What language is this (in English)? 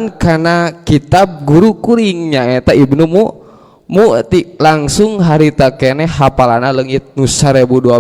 Sundanese